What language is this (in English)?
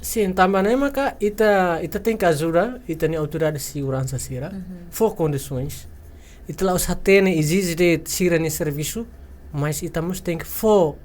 Tetum